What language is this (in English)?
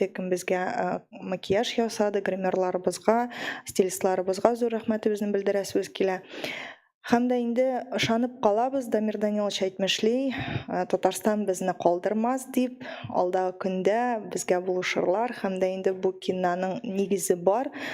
Tatar